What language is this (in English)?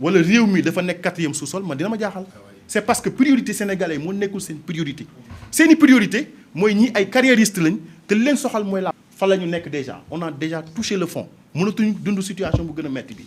Wolof